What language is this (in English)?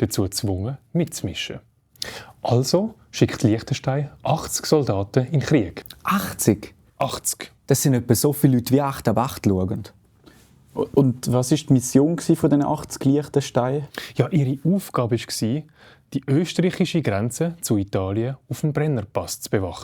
Swiss German